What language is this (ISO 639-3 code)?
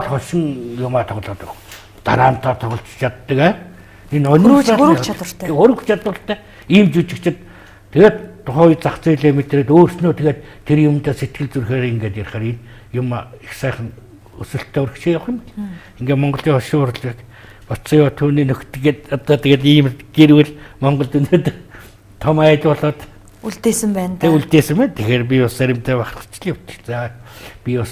mon